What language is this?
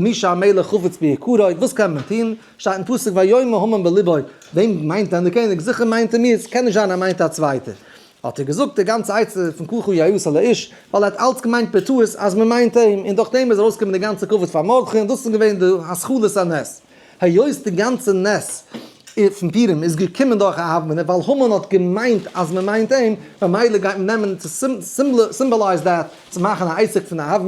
Yiddish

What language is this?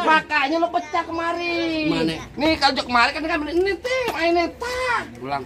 Betawi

